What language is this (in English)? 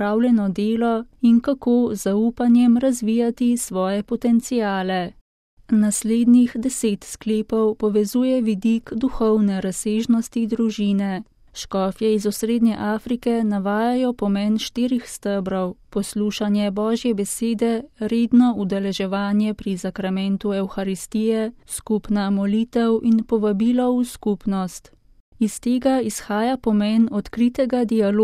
Slovenian